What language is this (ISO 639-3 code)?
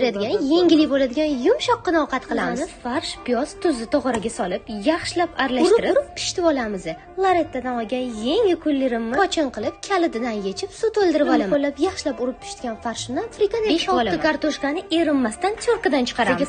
uzb